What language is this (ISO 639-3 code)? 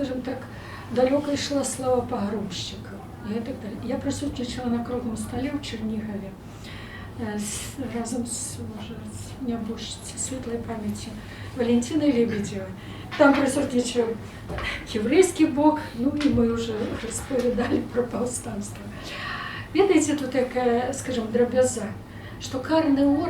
bel